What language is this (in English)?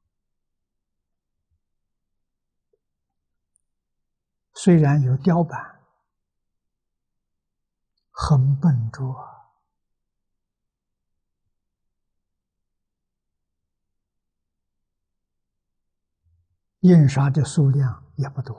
Chinese